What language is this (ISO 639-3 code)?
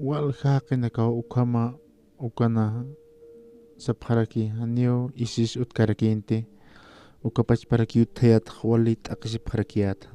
aym